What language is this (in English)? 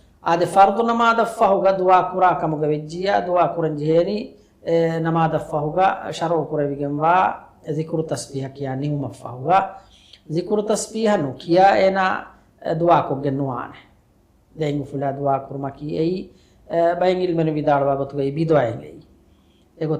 Divehi